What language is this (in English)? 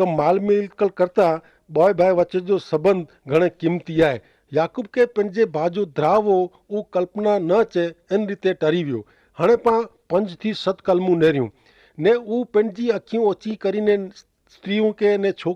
Kachhi